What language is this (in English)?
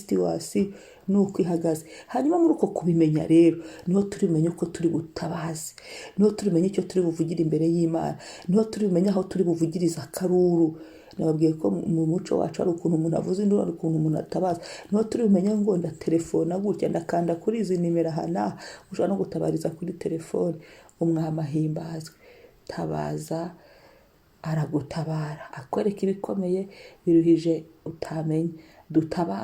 Kinyarwanda